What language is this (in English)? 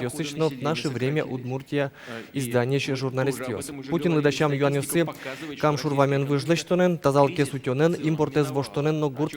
Udmurt